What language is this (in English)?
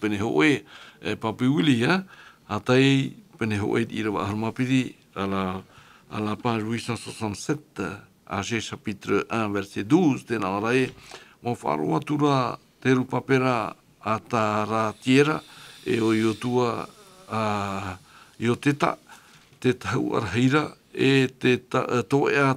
Tahitian